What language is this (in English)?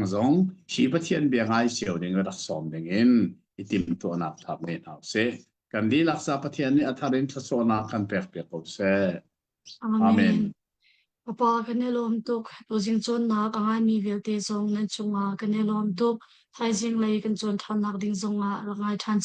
Hakha Chin